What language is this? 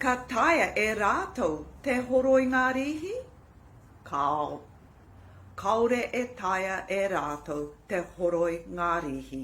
Māori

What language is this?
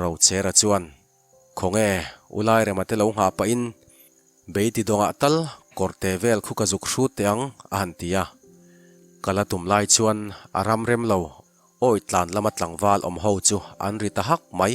Mizo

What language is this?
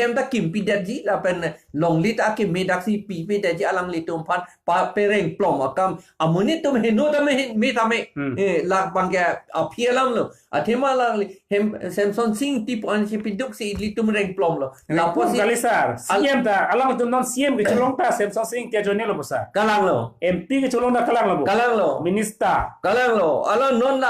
Karbi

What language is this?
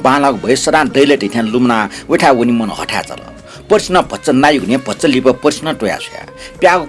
Newari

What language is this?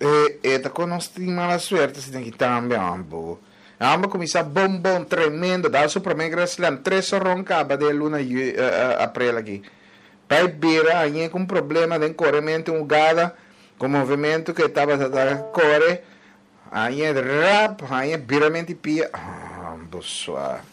Papiamento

